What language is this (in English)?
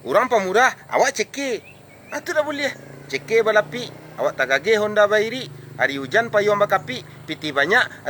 Minangkabau